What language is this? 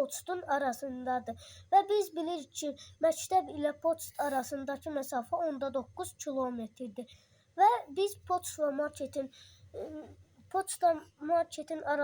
Azerbaijani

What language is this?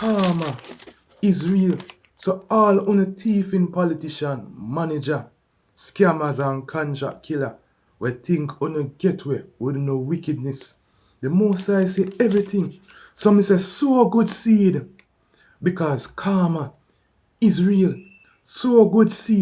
Jamaican Creole English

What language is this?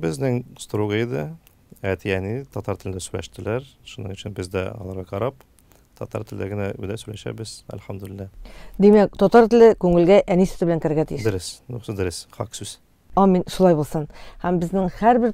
Tatar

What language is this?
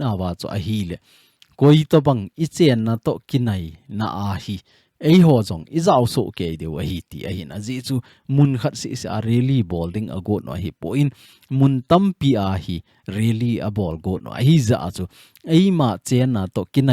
Thado Chin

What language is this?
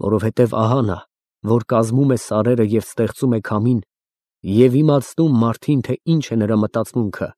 Armenian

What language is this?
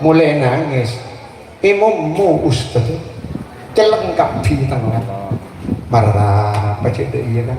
Madurese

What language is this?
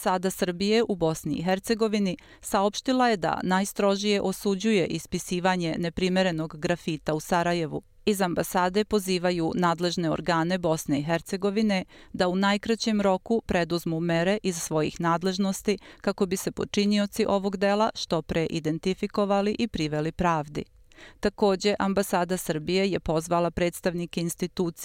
Bosnian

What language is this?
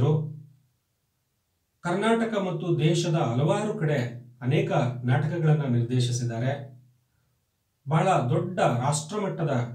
Kannada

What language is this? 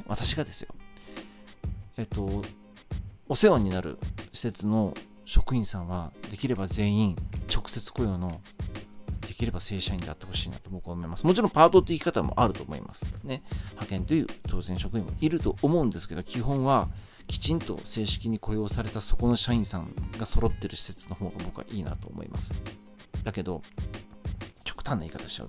Japanese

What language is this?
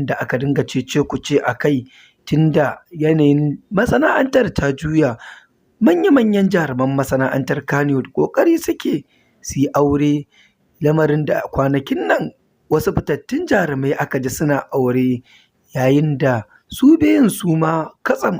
Hausa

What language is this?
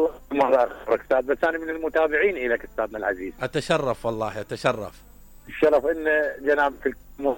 Mesopotamian Arabic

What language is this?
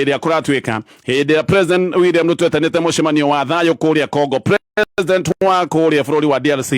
Kikuyu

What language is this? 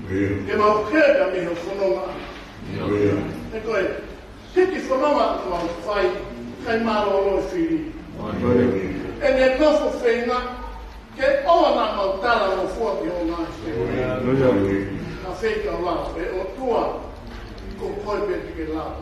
Tongan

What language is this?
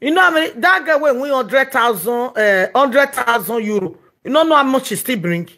Nigerian Pidgin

